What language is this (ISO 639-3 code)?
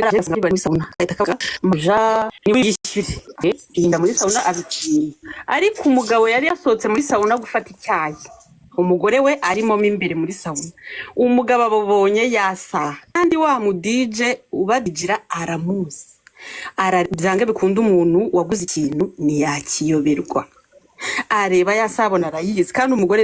kin